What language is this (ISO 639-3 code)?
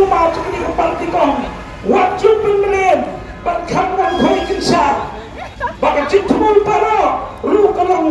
kha